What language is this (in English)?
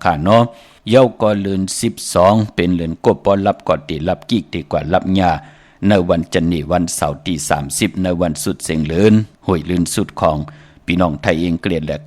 Shan